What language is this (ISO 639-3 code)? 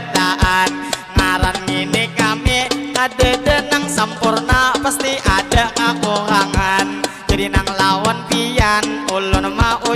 bjn